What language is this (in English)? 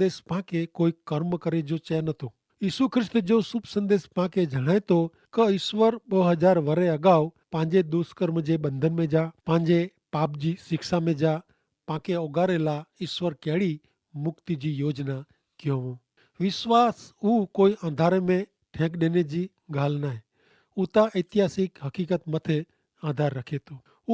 Kachhi